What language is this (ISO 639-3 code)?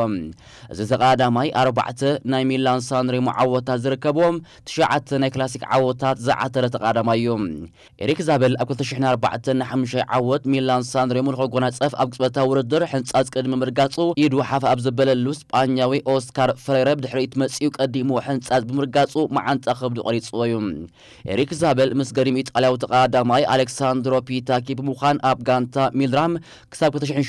tir